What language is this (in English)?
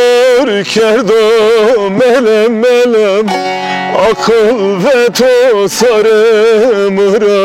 Zaza